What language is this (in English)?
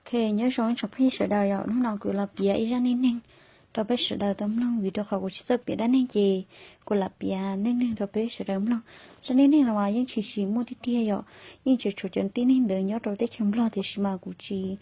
Hmong